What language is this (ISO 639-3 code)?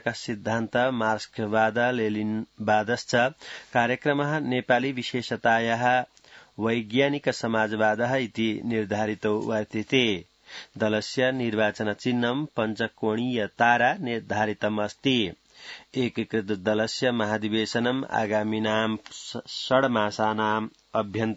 san